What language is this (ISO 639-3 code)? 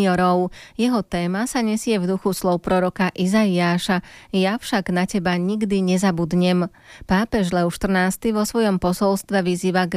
slk